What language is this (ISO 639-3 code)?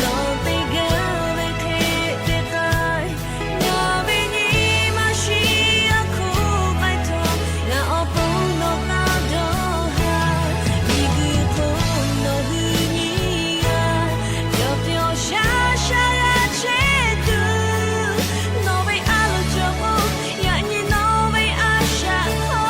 lhu